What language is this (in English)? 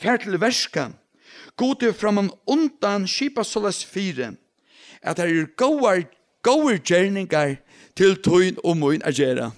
Faroese